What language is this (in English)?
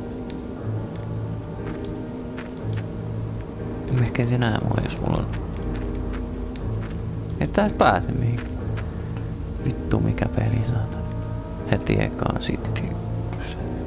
Finnish